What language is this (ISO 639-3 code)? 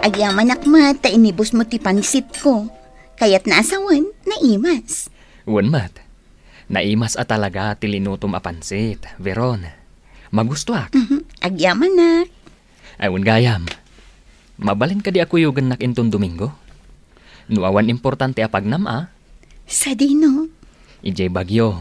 ilo